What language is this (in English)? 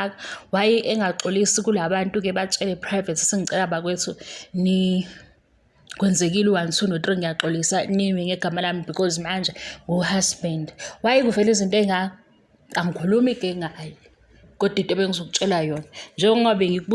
Zulu